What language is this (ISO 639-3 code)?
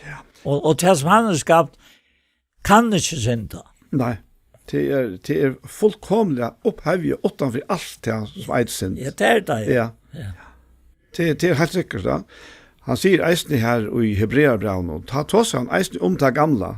fao